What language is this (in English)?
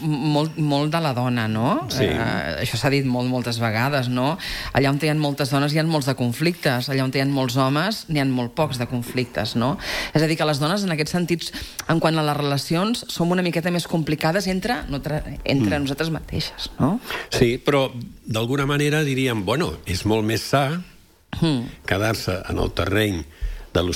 Catalan